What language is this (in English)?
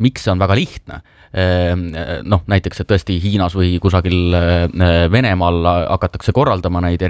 Estonian